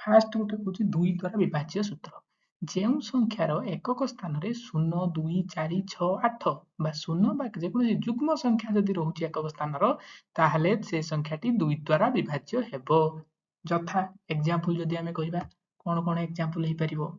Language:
Odia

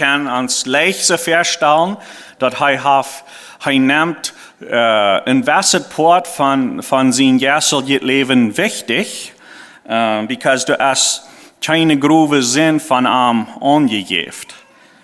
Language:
Plautdietsch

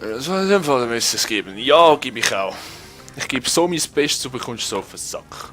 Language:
Swiss German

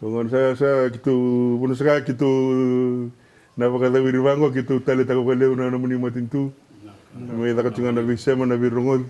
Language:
Fijian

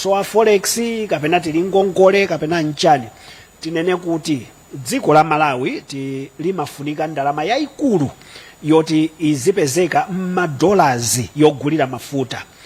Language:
Nyanja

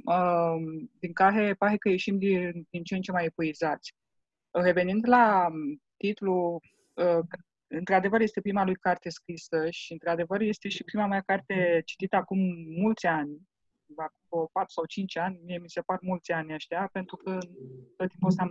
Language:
Romanian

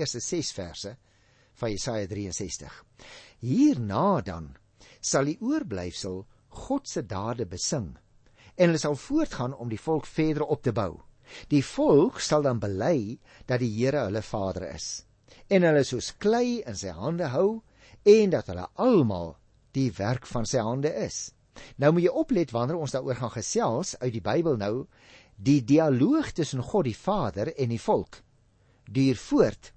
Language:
Afrikaans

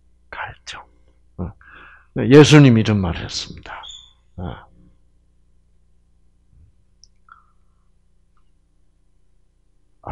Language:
Korean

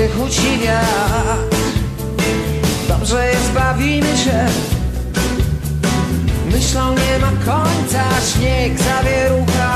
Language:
Polish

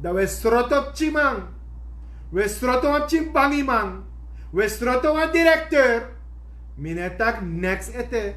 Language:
Sranan Tongo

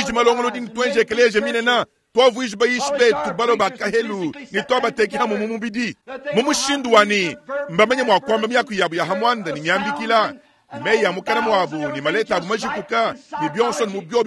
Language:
Luba-Lulua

